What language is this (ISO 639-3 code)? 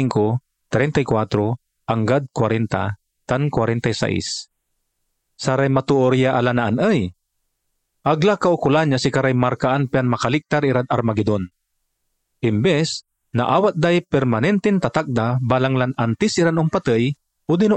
pag